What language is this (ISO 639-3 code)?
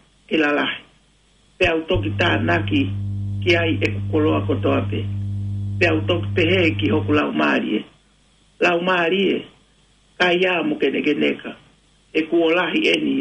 ton